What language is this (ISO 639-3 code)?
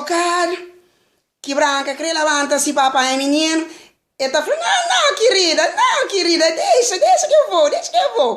kea